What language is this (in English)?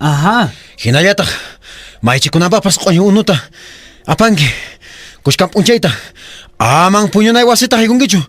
Quechua